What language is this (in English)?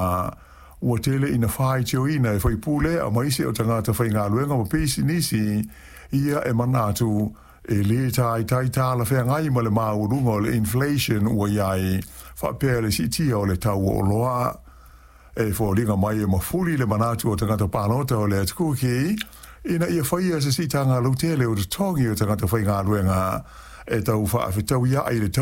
Samoan